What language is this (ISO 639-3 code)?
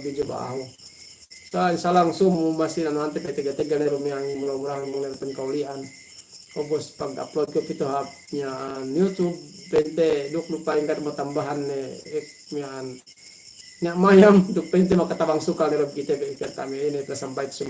yka